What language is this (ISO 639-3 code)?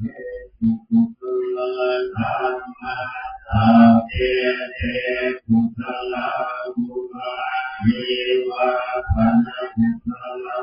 pli